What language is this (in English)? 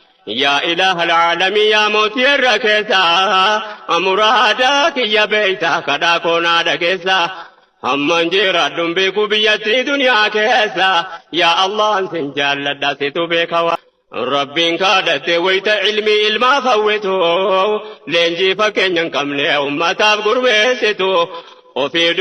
Oromo